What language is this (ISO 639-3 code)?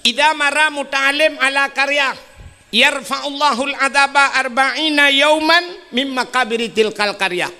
ace